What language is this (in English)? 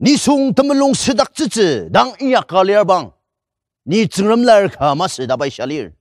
Ao Naga